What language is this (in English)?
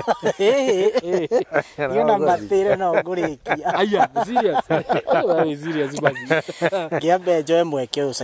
Kikuyu